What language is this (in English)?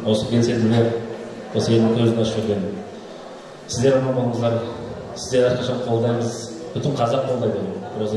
Kazakh